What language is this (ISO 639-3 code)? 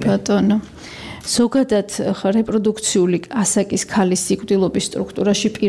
kat